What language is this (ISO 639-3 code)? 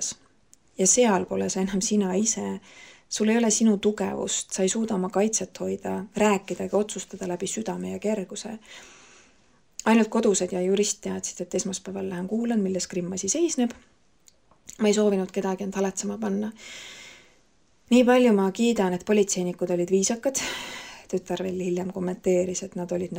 est